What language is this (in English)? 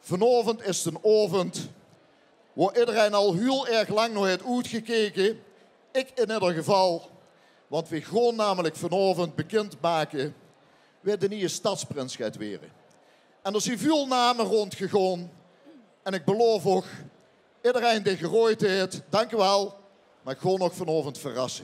Limburgish